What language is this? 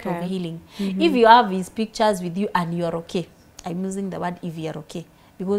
English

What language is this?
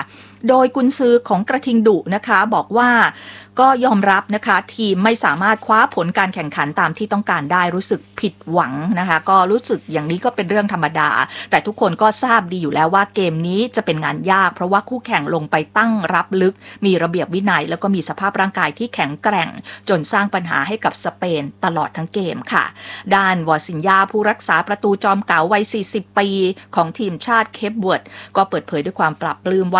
Thai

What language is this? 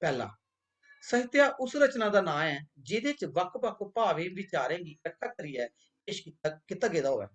Dogri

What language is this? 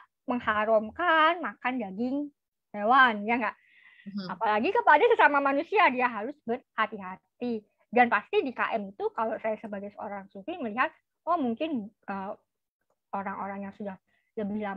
Indonesian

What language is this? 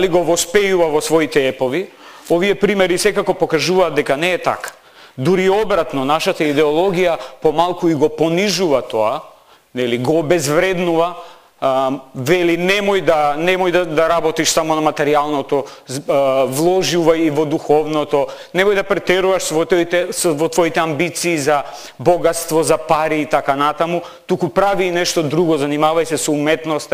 Macedonian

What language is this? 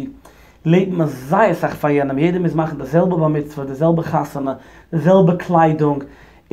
Yiddish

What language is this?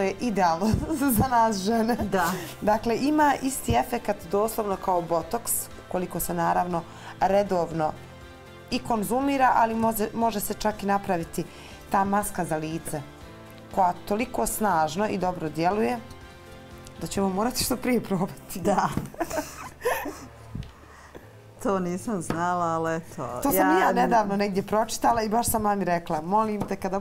Bosnian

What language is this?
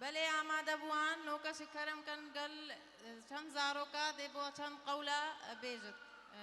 Kurdish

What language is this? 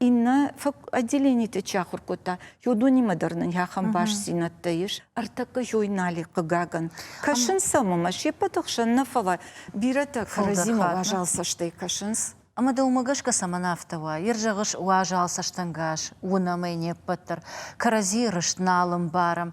Ossetic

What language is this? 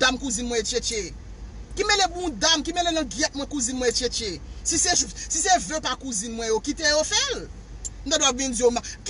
Haitian Creole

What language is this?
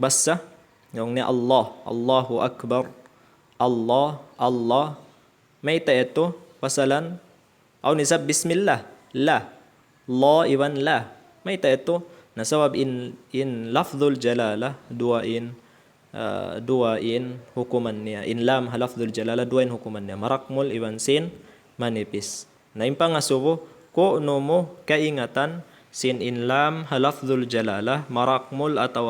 Tausug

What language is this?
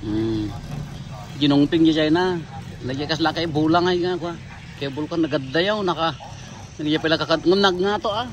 Iloko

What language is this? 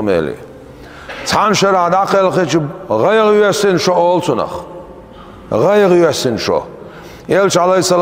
Chechen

